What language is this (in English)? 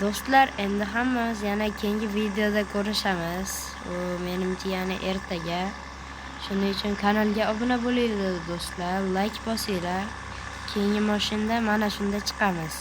Uzbek